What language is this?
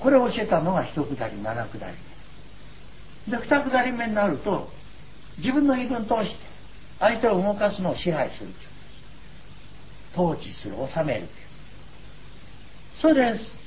Japanese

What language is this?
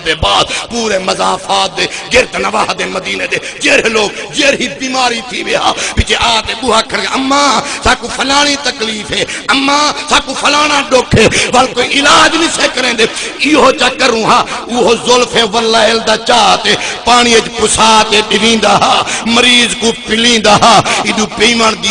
Saraiki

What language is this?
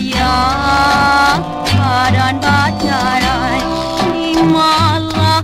Minangkabau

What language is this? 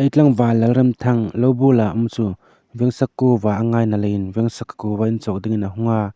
Hmar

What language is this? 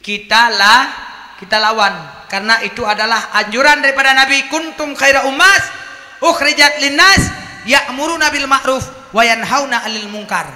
Achinese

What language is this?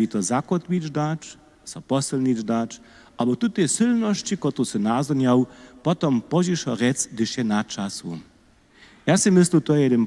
Upper Sorbian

